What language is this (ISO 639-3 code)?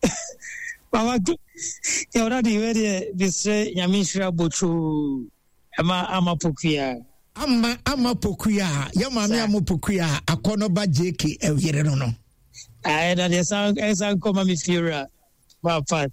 aka